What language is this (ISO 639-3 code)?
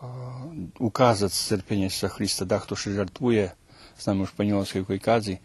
rue